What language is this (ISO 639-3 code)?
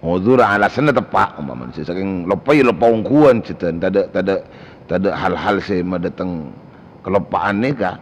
mad